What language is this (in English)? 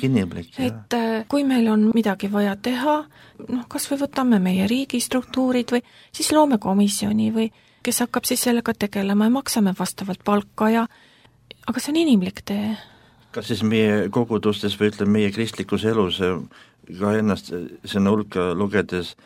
Estonian